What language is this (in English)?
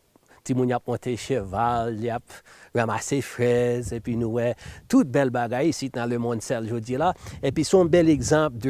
Haitian Creole